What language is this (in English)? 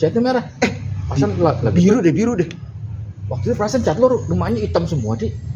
Betawi